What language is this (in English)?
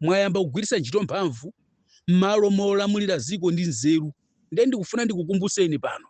Nyanja